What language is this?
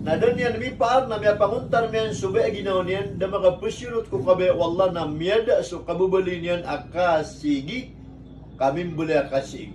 Maranao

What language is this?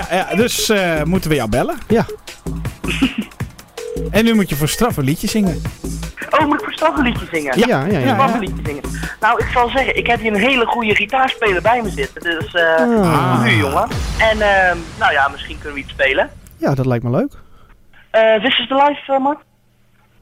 Dutch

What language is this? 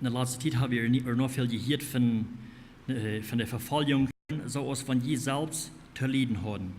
Plautdietsch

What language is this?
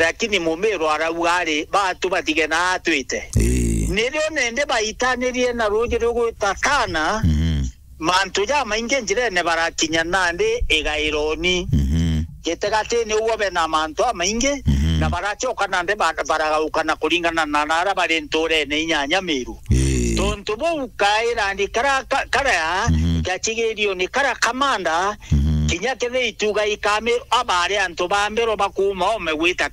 Meru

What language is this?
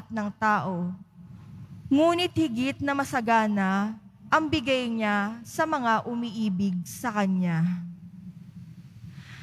Filipino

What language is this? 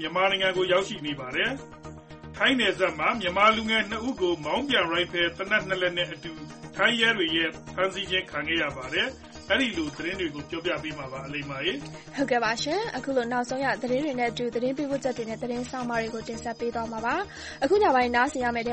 Burmese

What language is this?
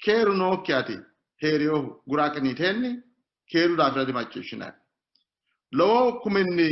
Sidamo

